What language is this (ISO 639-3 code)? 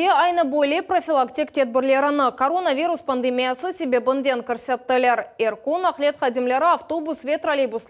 crh